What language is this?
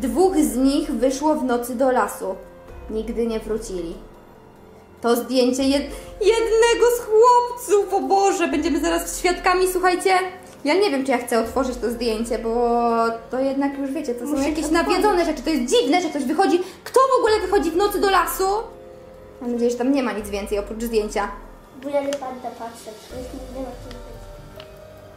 Polish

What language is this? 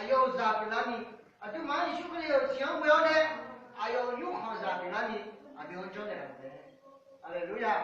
Akha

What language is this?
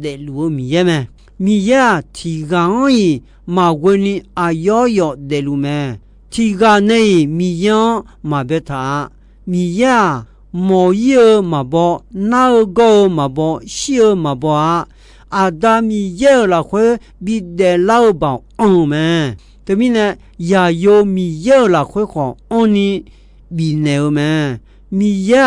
Akha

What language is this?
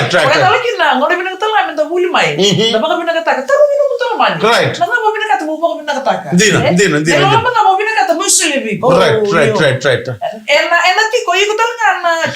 Fijian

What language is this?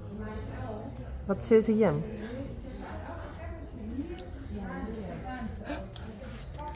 Dutch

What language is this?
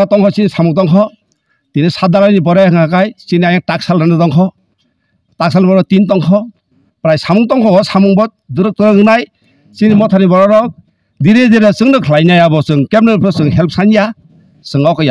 Kok Borok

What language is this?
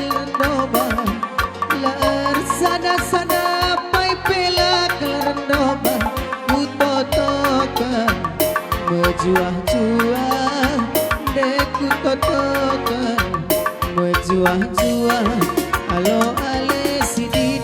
Batak Karo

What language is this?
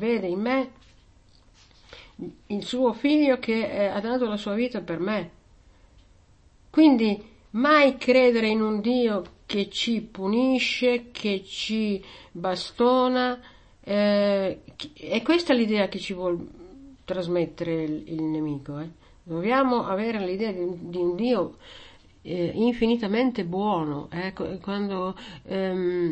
Italian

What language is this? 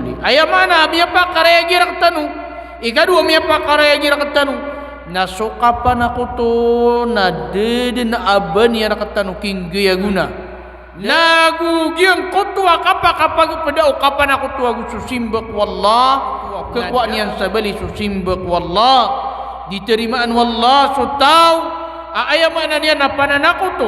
Maranao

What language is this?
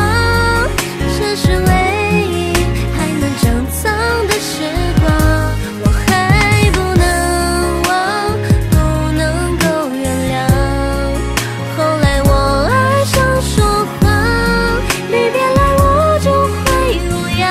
Chinese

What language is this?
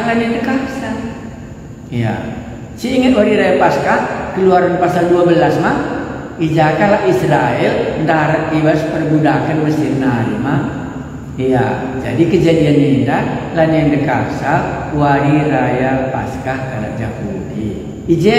Batak Karo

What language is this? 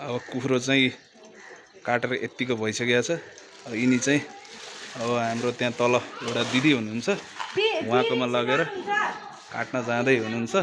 Nepali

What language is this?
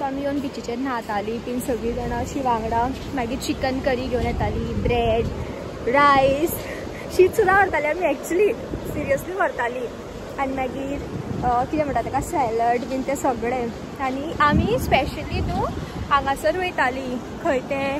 Konkani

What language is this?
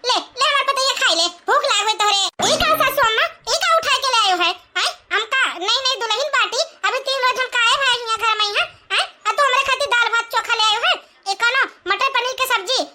Awadhi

